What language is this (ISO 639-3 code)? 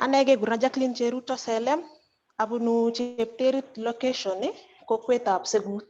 kln